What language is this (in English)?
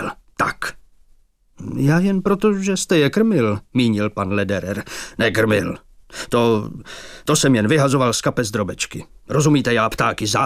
Czech